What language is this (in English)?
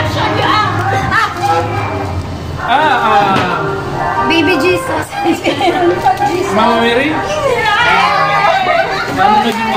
Filipino